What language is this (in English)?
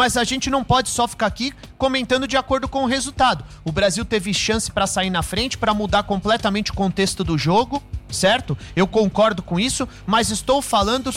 Portuguese